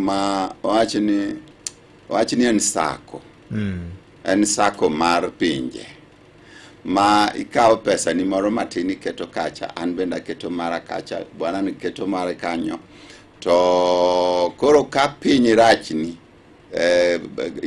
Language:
Luo (Kenya and Tanzania)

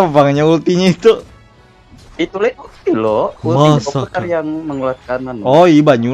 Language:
Banjar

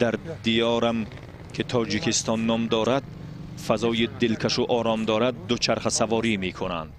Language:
Tajik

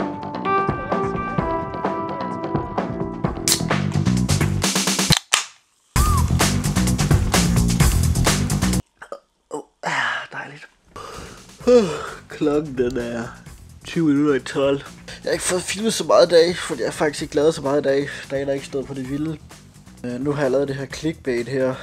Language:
Danish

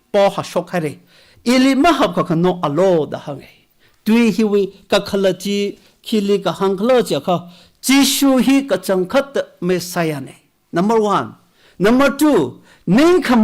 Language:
Tangkhul Naga (India)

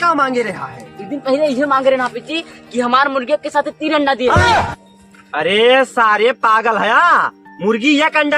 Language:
Awadhi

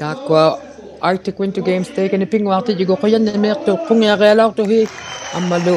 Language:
Inuktitut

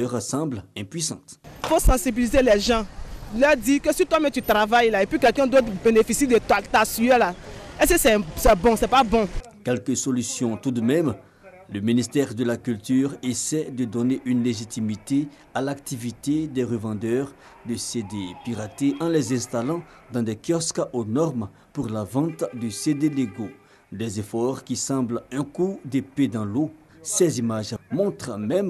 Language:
French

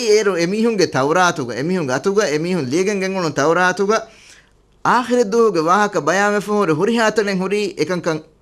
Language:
Divehi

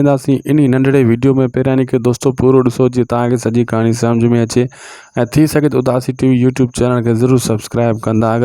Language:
Sindhi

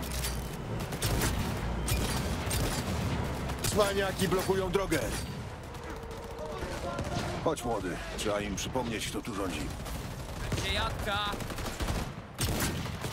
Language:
Polish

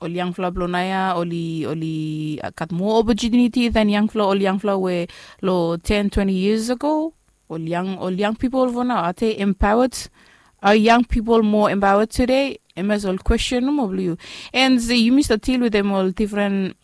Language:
Bislama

